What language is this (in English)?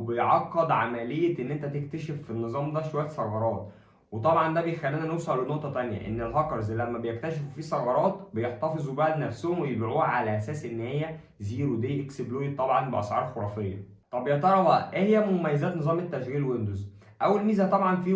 Egyptian Arabic